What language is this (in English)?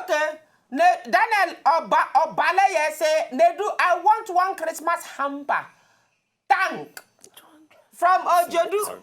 Nigerian Pidgin